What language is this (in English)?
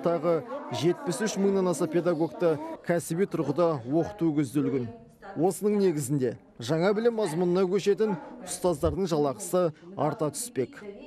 Kazakh